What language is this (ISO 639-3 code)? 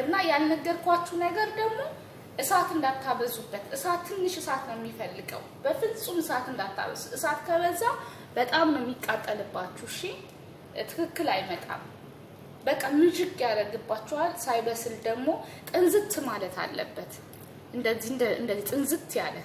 amh